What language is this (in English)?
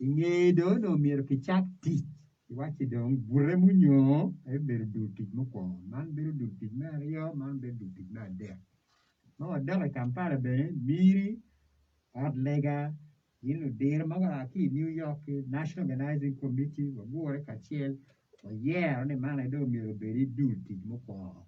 Acoli